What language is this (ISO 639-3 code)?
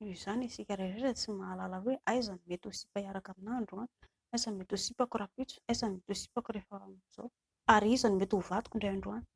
mlg